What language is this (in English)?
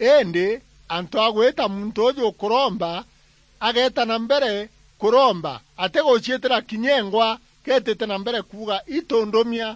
Meru